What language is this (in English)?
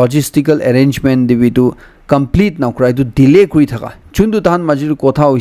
Naga Pidgin